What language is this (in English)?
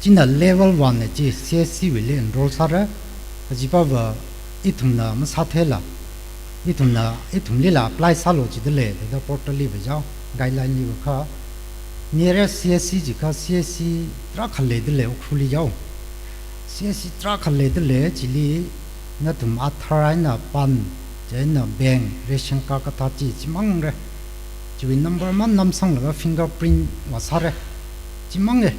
Tangkhul Naga (India)